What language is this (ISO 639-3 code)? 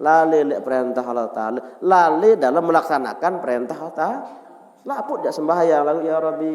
sas